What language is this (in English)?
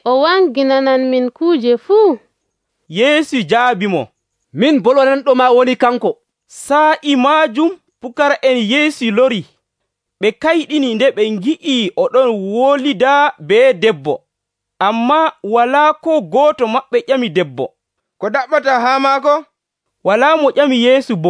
Nigerian Fulfulde